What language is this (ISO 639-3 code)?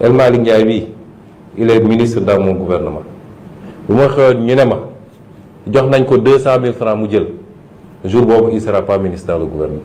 wol